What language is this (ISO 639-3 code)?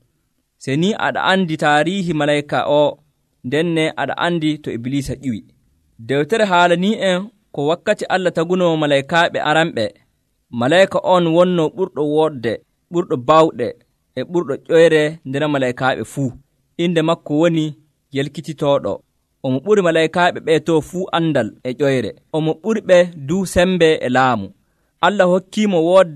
fuv